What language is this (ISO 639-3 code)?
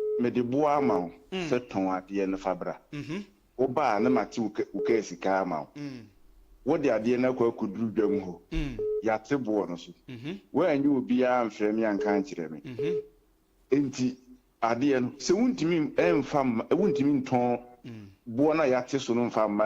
aka